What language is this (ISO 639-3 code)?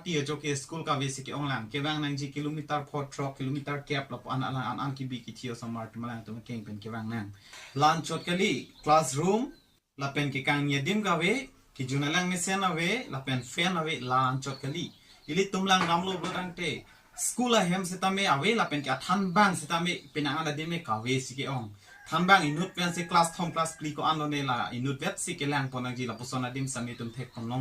mjw